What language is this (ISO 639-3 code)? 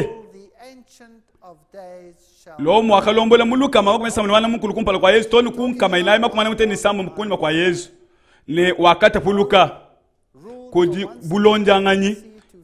lua